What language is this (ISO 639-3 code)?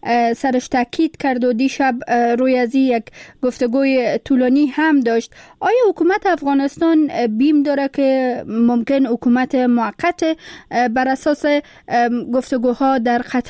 fas